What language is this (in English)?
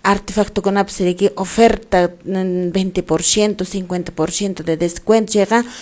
Quechua